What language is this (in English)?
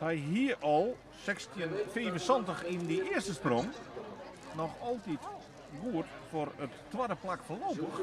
Western Frisian